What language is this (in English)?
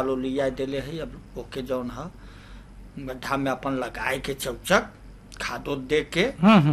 Bhojpuri